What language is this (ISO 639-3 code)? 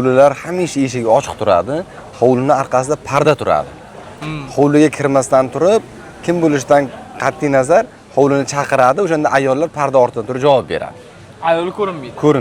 uzb